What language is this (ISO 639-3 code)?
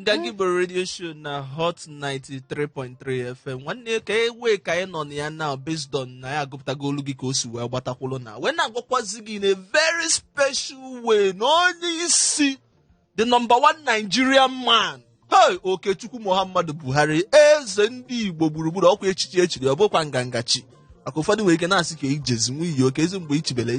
ibo